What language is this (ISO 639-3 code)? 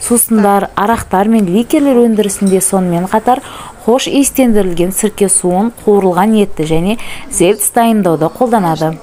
kaz